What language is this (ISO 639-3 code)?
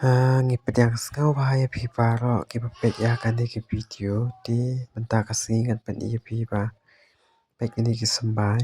kha